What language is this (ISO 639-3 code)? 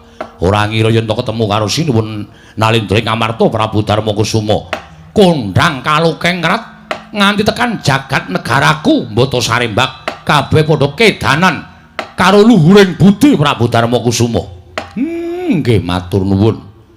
jav